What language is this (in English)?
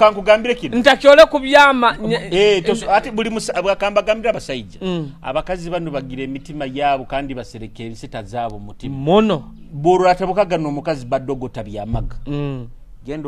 Nyoro